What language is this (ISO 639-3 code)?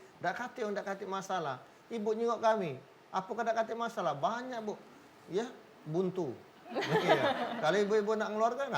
mui